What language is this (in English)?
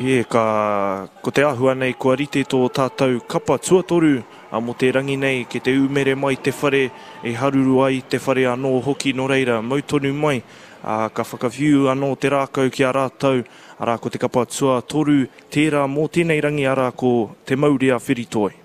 Māori